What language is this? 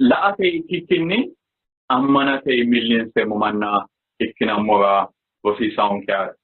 Sidamo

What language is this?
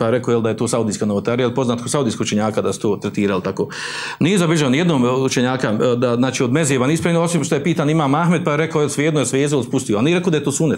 Bosnian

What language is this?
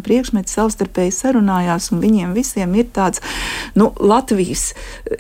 Latvian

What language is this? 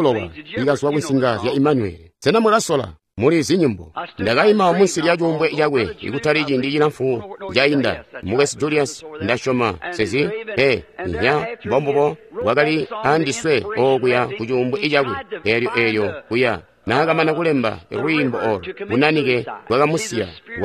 Tonga (Zambia)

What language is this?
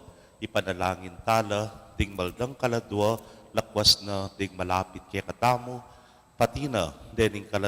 Pampanga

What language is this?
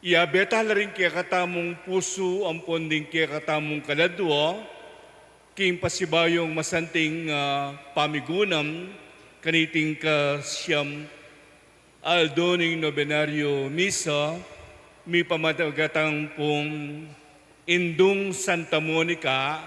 Pampanga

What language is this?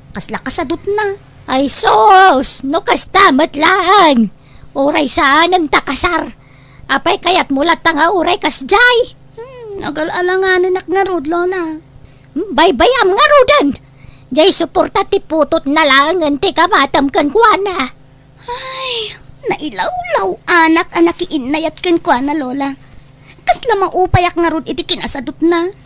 Iloko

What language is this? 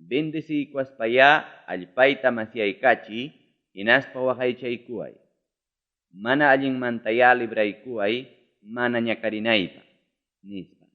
Ayacucho Quechua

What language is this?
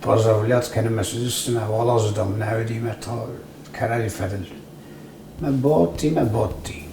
Ossetic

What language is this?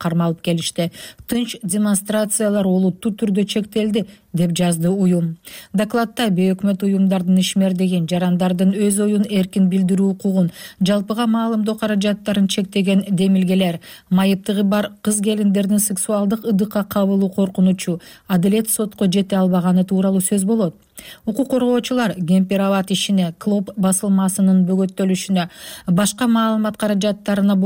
Kyrgyz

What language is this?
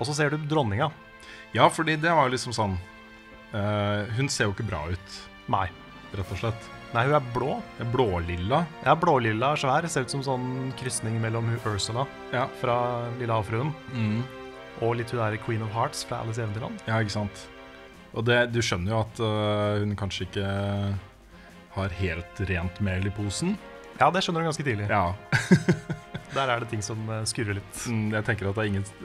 Norwegian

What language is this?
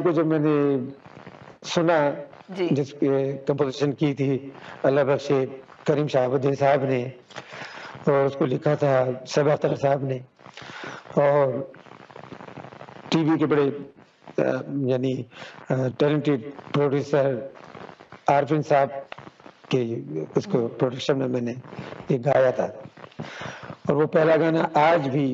Urdu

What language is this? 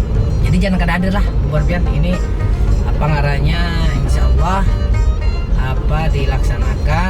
Banjar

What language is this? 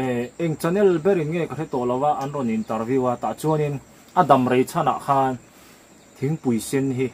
Mizo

